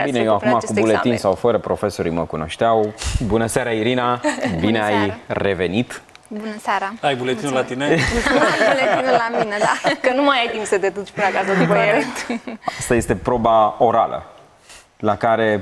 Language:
Romanian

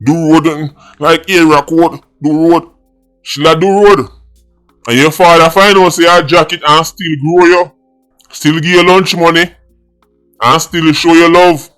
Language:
Jamaican Creole English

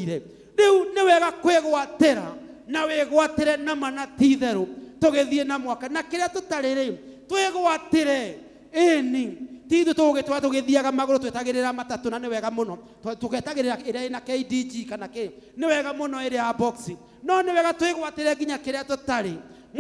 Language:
Kikuyu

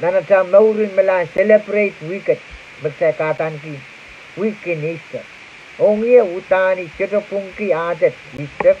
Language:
Pohnpeian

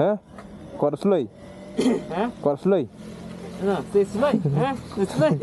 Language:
Khasi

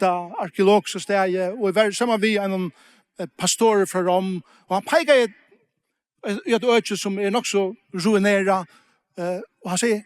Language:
Faroese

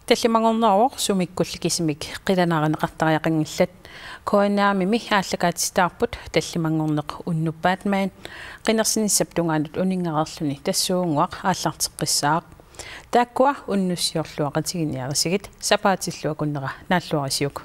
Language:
Kalaallisut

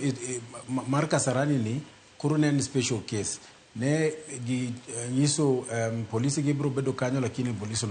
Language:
Luo (Kenya and Tanzania)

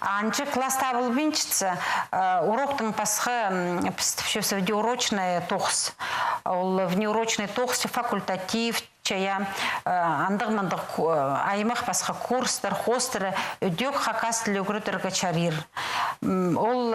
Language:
Khakas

